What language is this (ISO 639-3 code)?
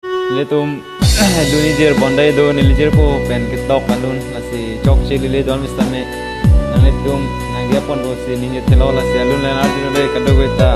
mjw